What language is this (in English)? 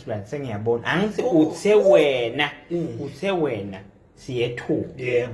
Swati